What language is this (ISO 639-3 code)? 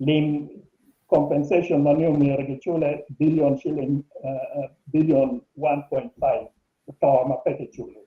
ach